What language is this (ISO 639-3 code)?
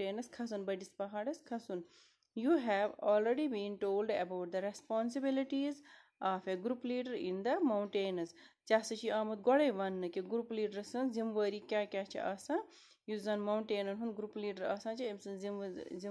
kas